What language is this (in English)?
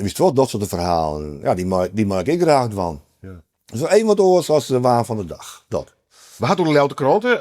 Western Frisian